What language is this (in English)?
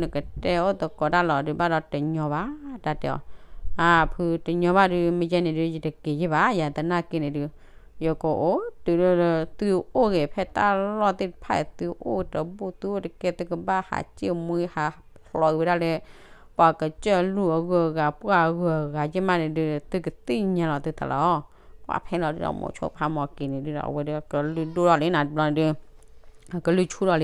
S'gaw Karen